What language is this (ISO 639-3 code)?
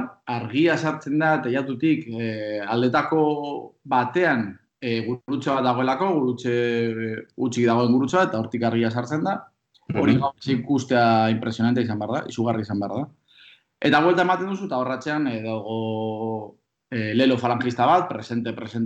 eus